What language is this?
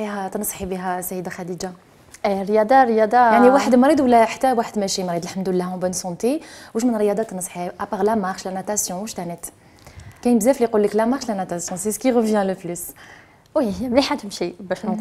Algerian Arabic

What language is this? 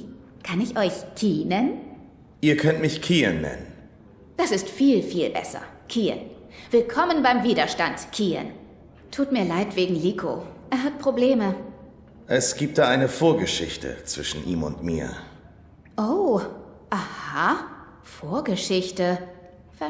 Swiss German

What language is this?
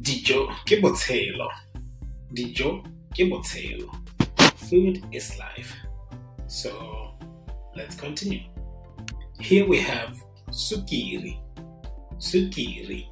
Tswana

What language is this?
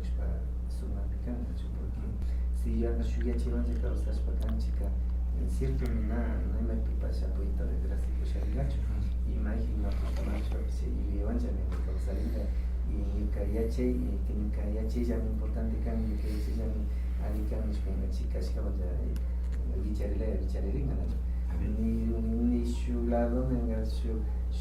Imbabura Highland Quichua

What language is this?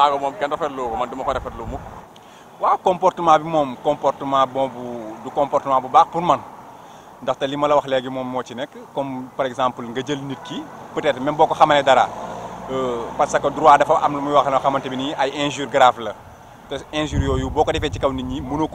Wolof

